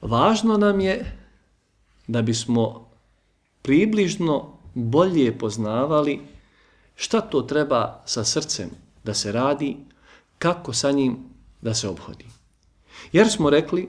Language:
Bosnian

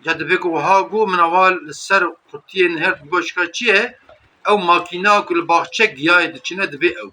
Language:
Kurdish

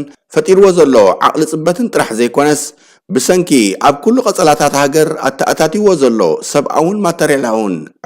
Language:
Tigrinya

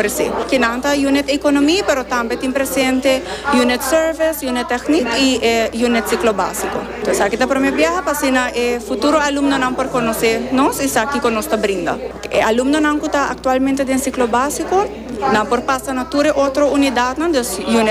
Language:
Papiamento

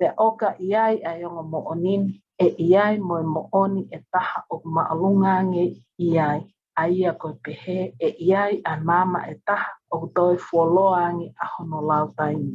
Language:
Tongan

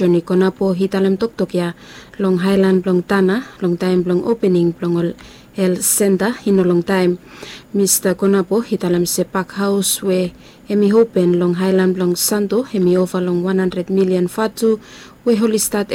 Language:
Bislama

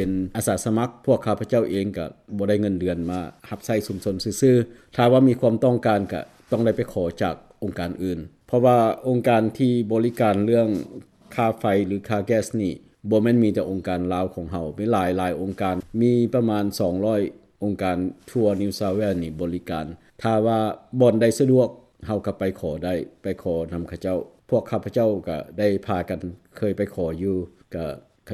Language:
Lao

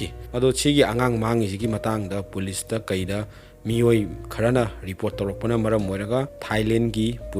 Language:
Manipuri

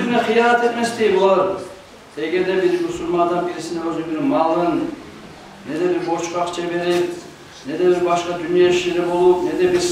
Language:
Kumyk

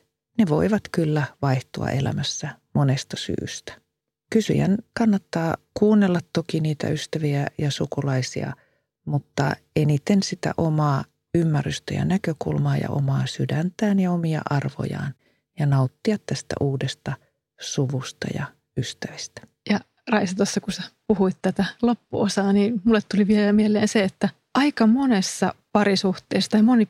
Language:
Finnish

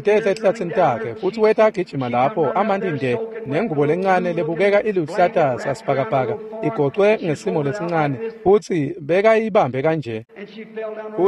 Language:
Swati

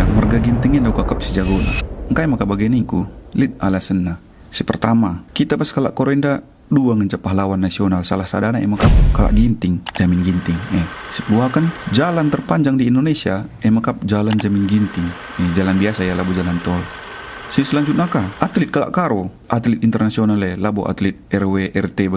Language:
Batak Karo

